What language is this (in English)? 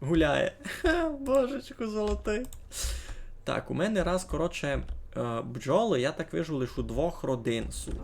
Rusyn